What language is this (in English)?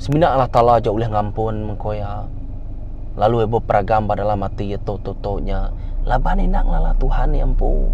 Iban